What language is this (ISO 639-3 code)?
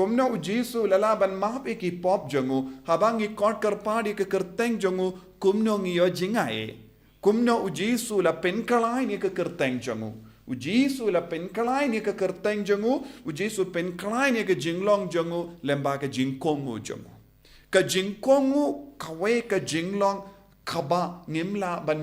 kha